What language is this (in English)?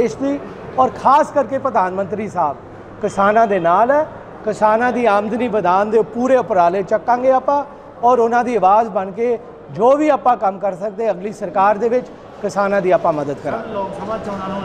Punjabi